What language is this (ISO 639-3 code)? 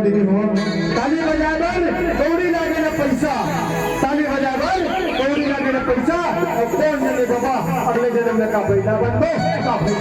hne